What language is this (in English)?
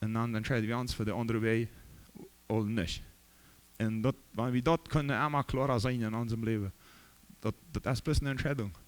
Plautdietsch